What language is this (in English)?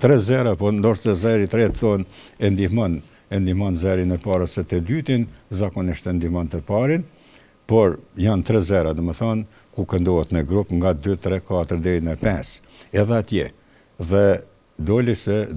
Albanian